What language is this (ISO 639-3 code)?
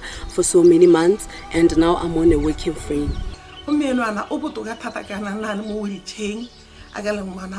tsn